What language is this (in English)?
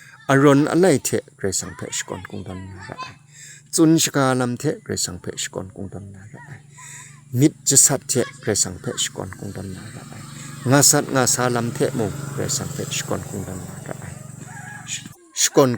Kachin